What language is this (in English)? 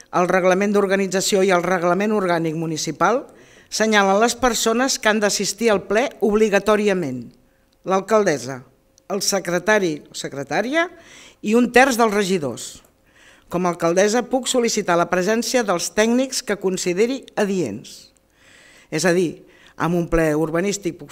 Catalan